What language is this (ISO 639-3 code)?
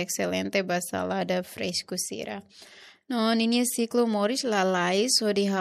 tet